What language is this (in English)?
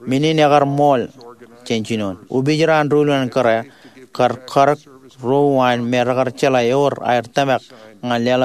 Marshallese